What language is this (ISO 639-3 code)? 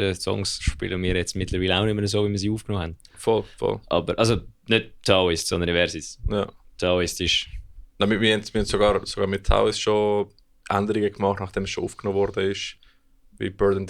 gsw